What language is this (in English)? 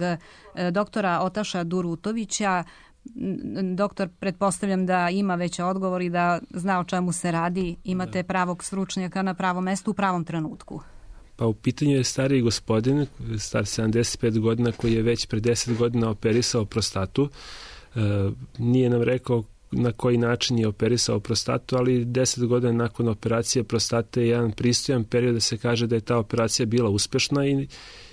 Serbian